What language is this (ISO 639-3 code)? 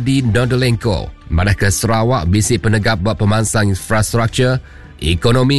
iba